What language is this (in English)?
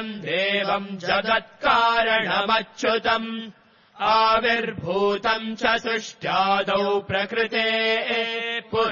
Sanskrit